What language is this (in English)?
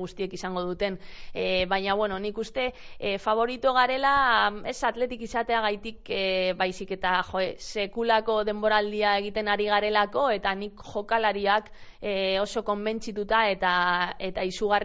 Basque